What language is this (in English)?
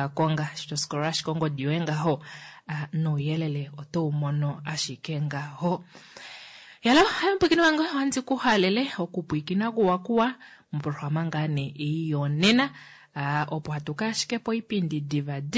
Kuanyama